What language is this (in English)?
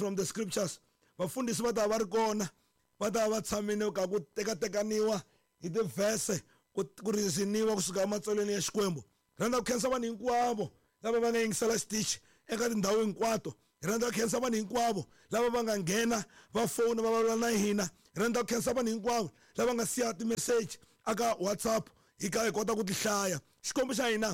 Tsonga